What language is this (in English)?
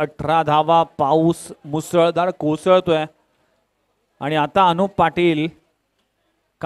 Marathi